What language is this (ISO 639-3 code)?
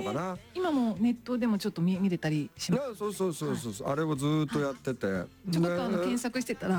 jpn